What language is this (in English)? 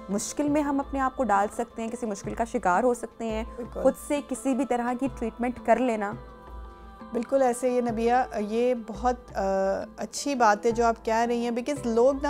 Hindi